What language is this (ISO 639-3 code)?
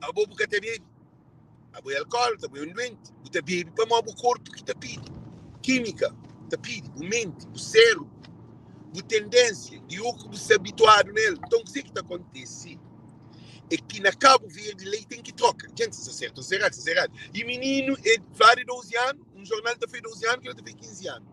kea